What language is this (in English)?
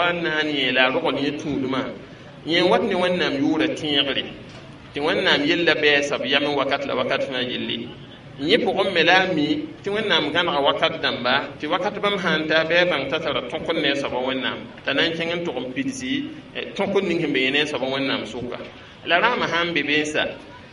Mossi